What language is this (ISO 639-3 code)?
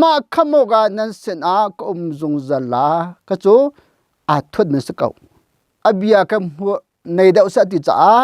cnh